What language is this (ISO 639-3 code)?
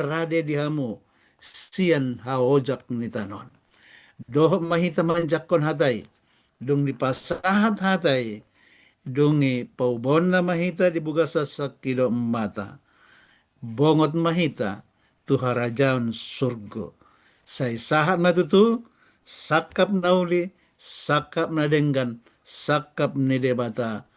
bbc